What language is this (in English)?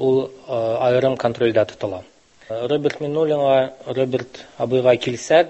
Tatar